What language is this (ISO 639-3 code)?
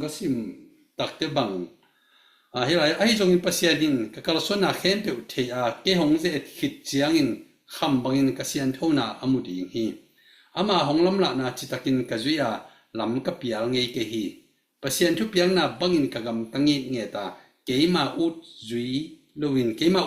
ctd